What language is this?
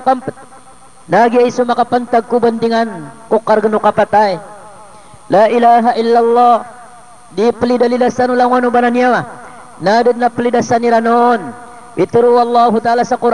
Maranao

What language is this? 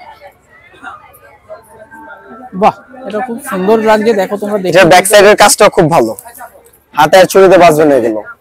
Bangla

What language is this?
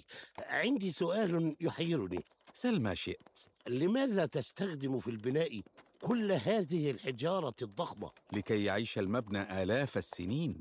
Mesopotamian Arabic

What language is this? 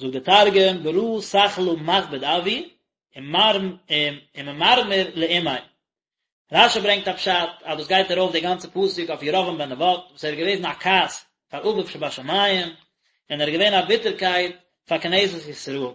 Yiddish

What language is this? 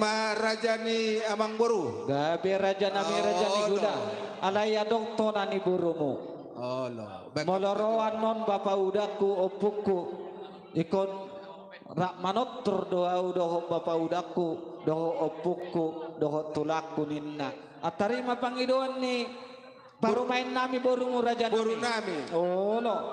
Batak Toba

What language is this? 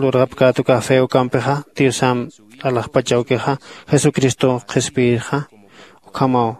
Aymara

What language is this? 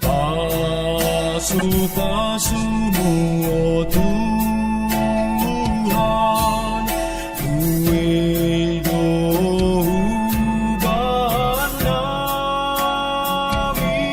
Batak Simalungun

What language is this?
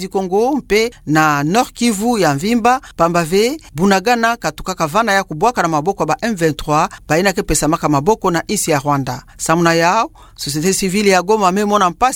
Kituba (Democratic Republic of Congo)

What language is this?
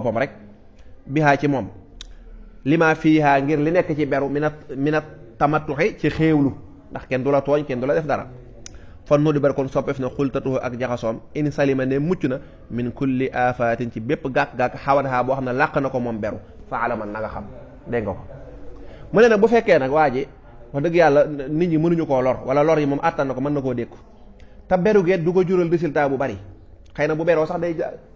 Wolof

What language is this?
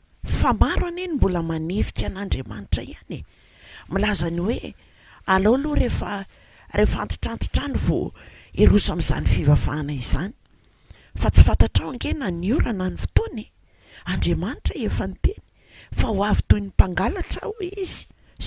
Malagasy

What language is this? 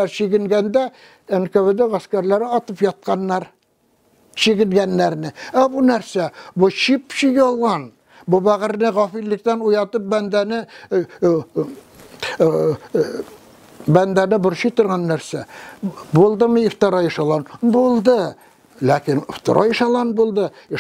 Tatar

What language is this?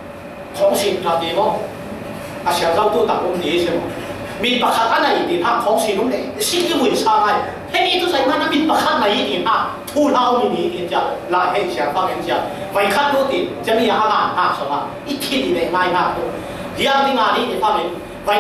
Falam Chin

